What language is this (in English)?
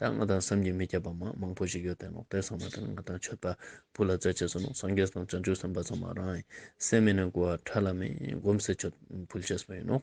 Ladakhi